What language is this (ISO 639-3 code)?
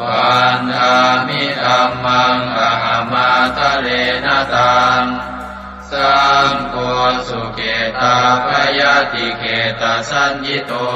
pli